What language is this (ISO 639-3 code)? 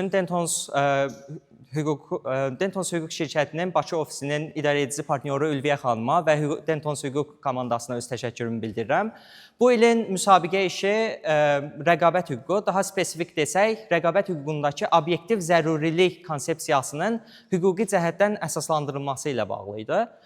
aze